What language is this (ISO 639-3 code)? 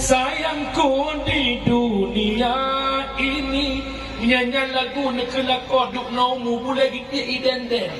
ace